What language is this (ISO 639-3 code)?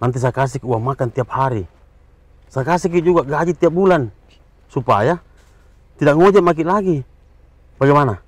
mfp